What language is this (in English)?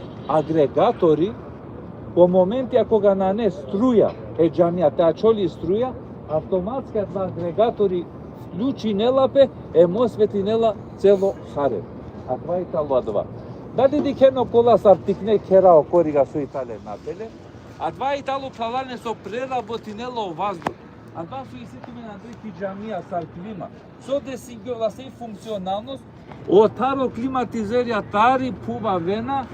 Balkan Romani